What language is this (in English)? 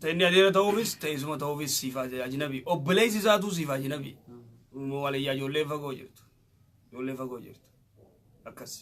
Oromo